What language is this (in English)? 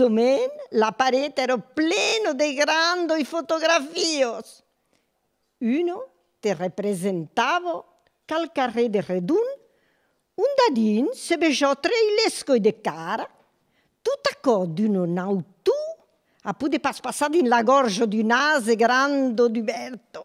Occitan